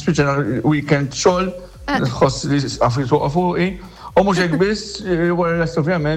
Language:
Maltese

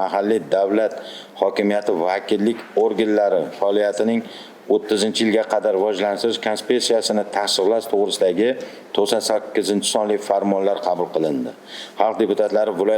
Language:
Uzbek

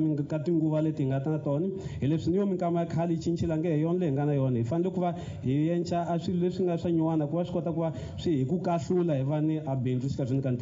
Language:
Tsonga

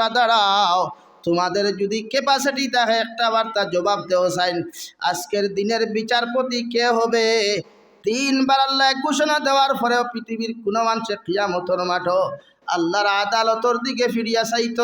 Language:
Sylheti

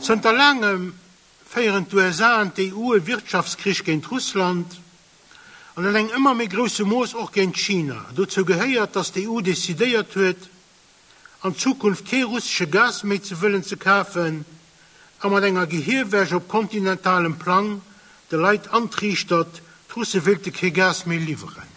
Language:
Luxembourgish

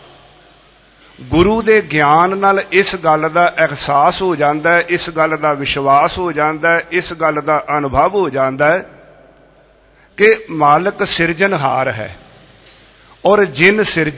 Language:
Punjabi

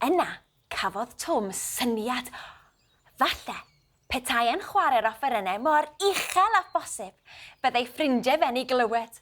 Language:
Welsh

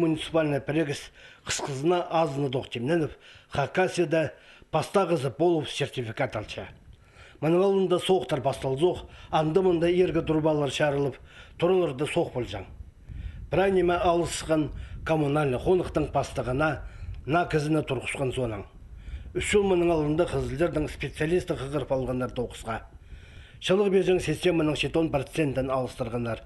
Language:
Khakas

